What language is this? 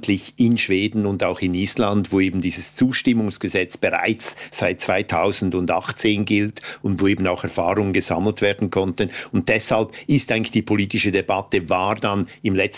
German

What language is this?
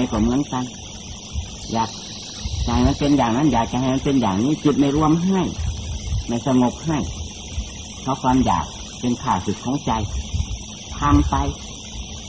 Thai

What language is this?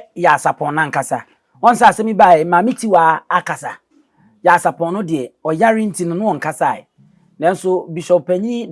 Akan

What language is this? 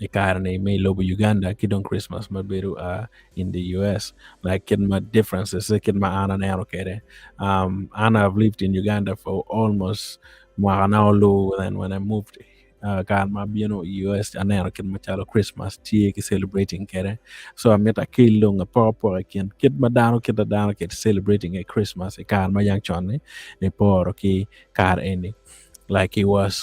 Acoli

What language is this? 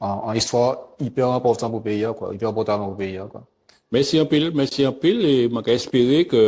Guadeloupean Creole French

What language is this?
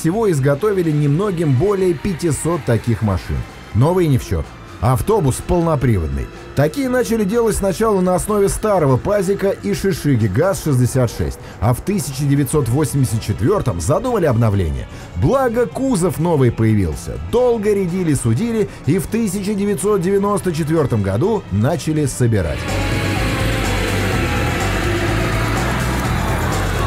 Russian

